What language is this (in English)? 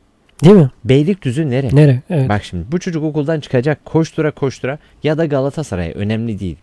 Turkish